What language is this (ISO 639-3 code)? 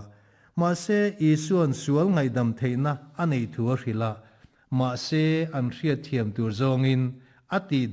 lus